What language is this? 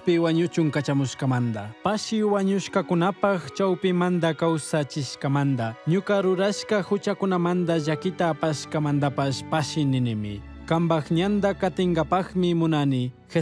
Chimborazo Highland Quichua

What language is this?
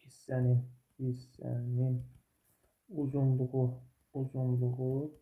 Azerbaijani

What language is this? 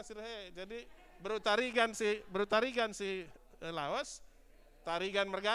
Batak Karo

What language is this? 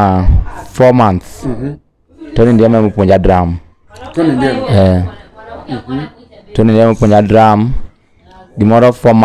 Luo (Kenya and Tanzania)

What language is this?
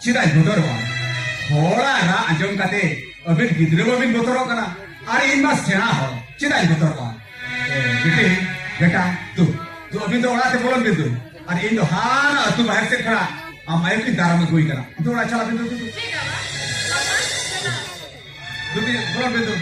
Santali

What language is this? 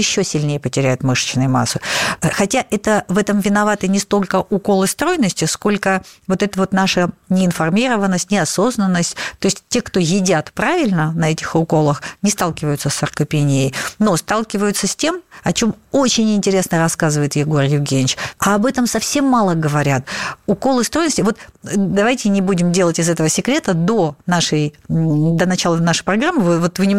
Russian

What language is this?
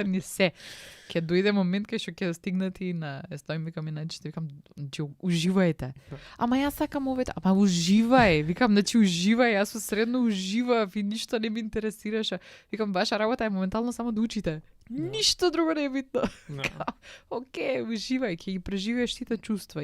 Macedonian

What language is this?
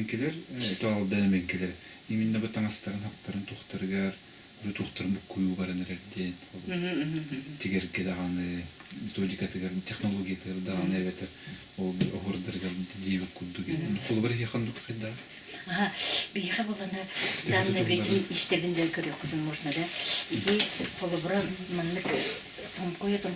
Yakut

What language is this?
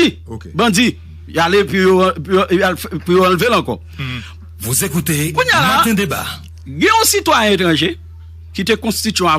Haitian Creole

